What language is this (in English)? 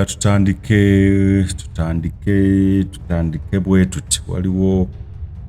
Ganda